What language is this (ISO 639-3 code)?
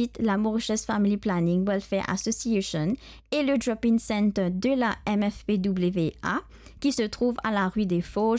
mfe